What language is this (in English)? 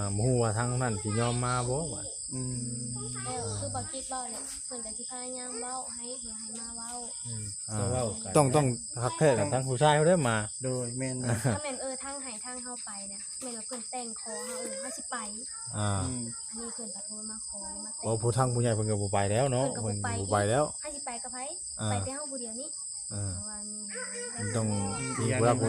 Northeastern Thai